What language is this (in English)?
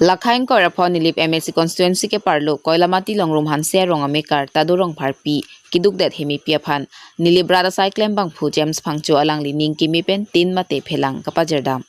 Karbi